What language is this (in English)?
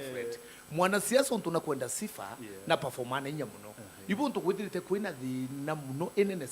Meru